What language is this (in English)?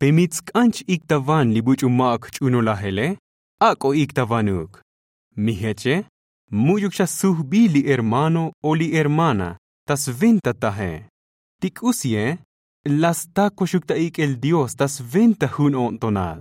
Tzotzil